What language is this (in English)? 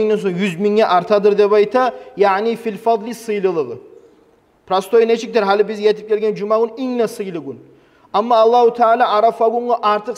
Kumyk